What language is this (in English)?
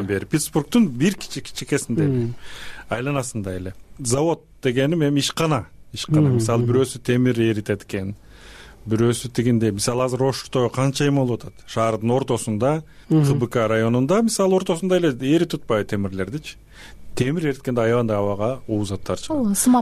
Kyrgyz